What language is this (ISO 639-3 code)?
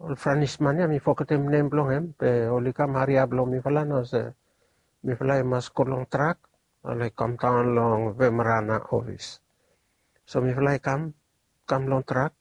bis